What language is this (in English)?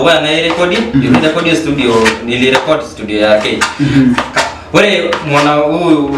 Masai